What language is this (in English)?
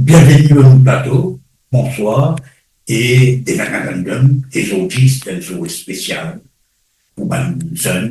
Morisyen